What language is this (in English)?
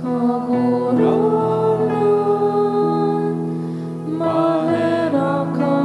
Bikol